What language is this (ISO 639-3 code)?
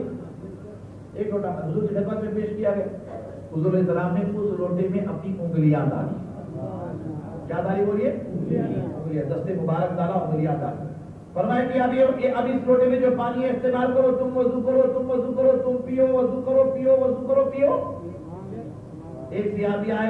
urd